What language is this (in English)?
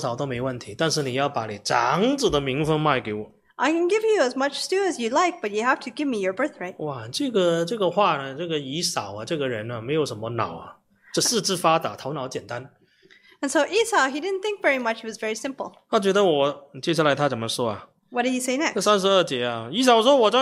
Chinese